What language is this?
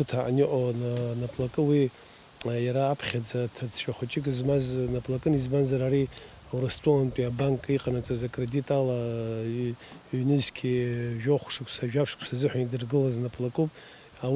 Abkhazian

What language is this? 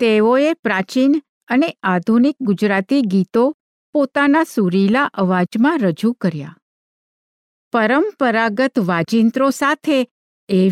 Gujarati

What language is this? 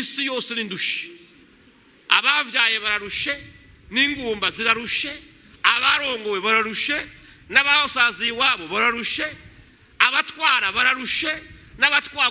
Rundi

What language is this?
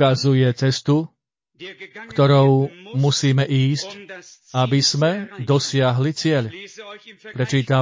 Slovak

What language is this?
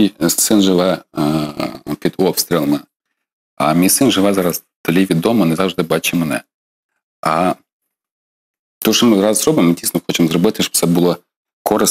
Ukrainian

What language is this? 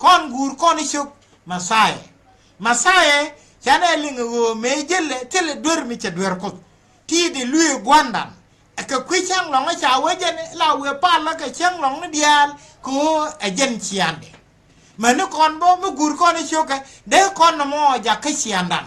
Nuer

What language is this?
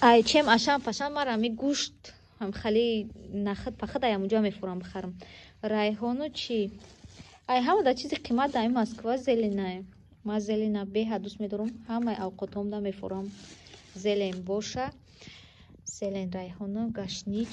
Tajik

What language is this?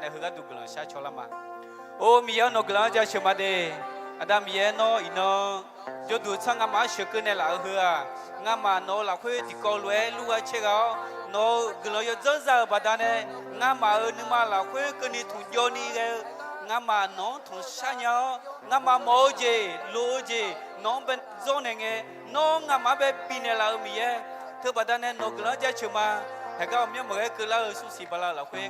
Akha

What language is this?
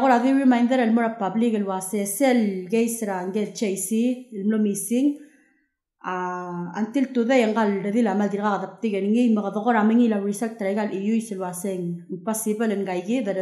Palauan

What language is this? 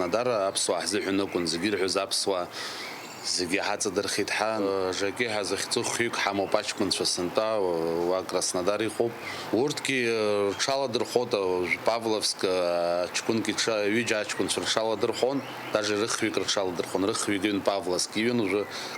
Abkhazian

